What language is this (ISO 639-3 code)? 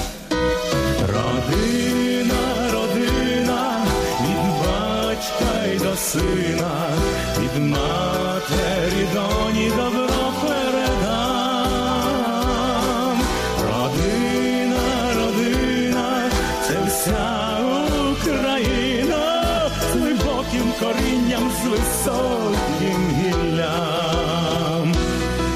ukr